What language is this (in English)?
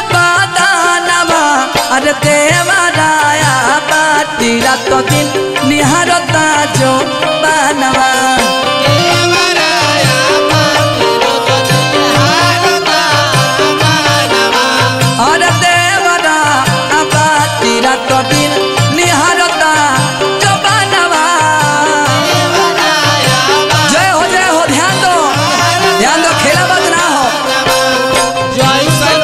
Bhojpuri